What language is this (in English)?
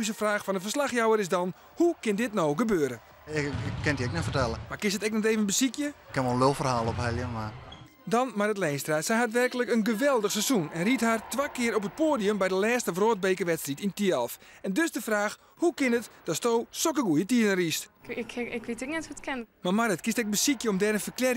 Western Frisian